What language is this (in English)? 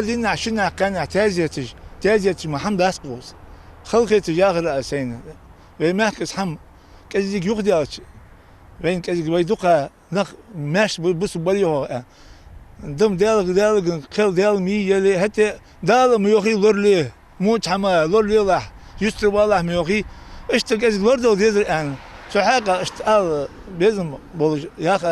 Ingush